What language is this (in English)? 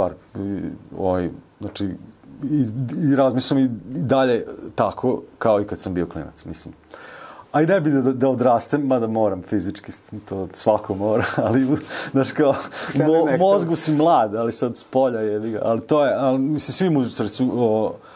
Serbian